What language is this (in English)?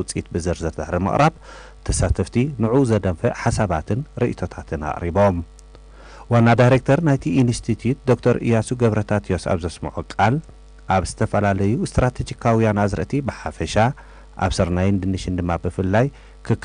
Tigrinya